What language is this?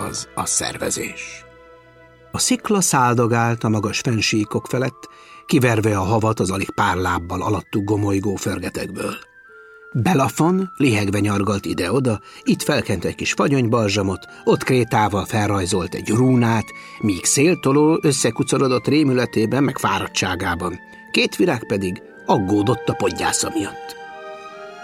Hungarian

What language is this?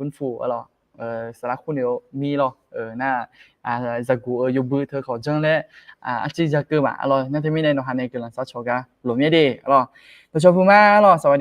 Akha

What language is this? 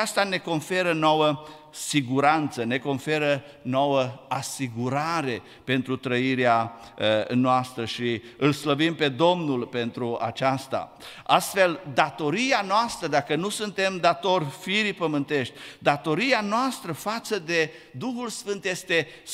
Romanian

